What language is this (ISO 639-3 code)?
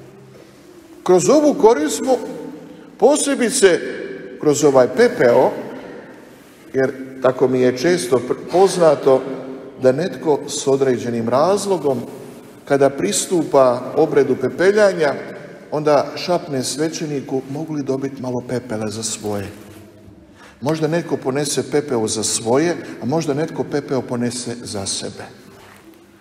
hrv